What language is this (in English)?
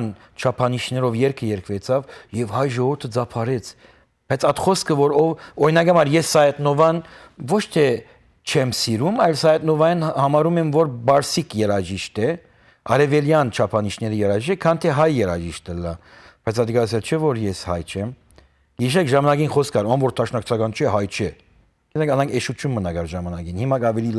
Western Armenian